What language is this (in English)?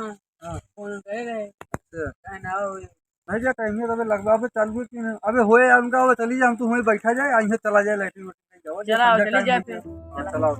Awadhi